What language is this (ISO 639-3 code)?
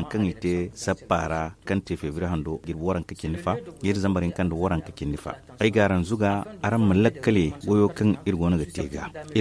dje